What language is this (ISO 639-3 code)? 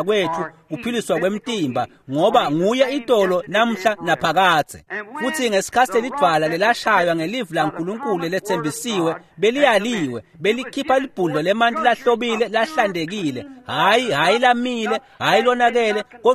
ssw